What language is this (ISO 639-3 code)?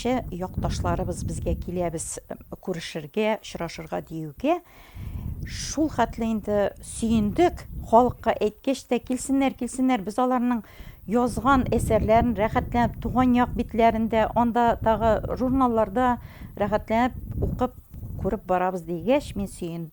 tat